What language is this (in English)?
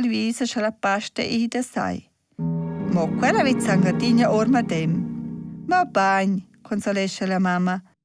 Romansh